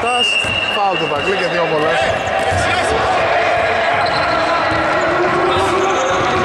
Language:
Greek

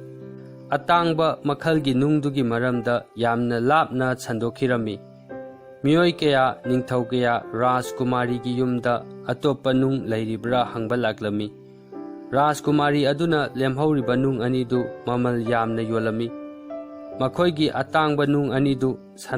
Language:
Manipuri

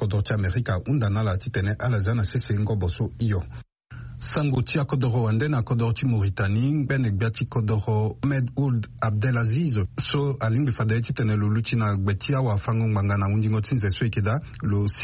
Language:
Sango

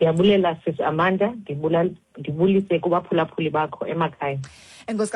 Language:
Xhosa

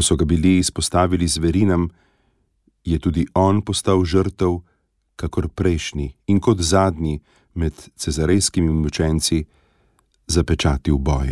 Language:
Slovenian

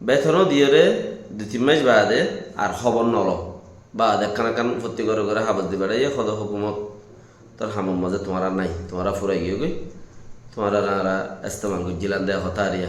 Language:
Rohingya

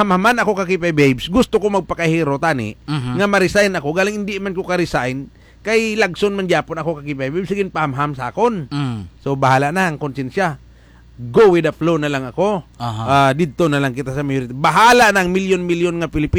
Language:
Hiligaynon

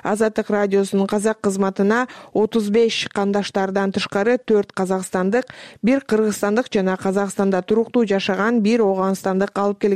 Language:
Kyrgyz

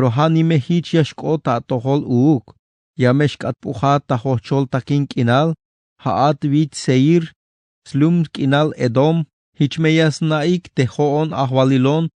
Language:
Tzeltal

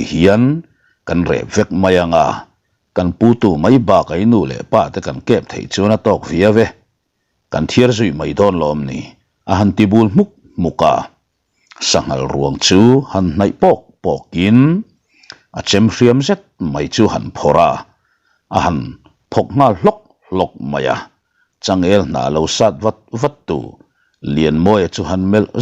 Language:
Mizo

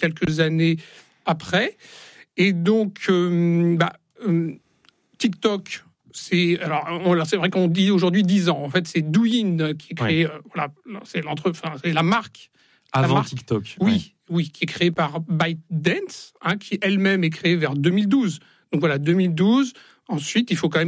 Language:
French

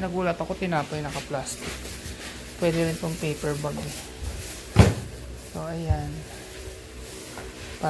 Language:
Filipino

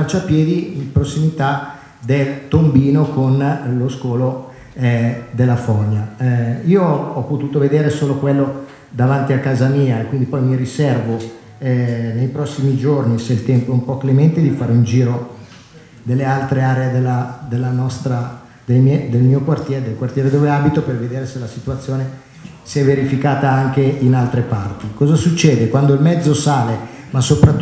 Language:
Italian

